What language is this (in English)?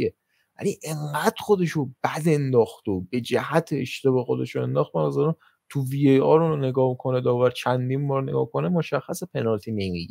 Persian